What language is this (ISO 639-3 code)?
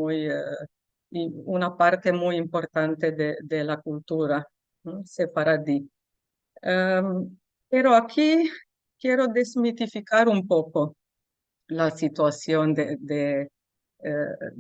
lad